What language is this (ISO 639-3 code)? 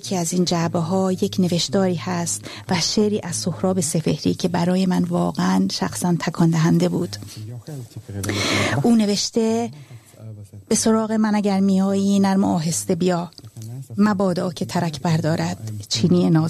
fas